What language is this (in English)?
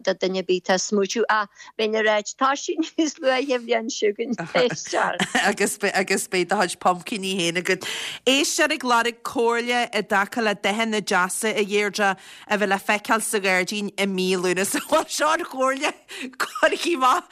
Irish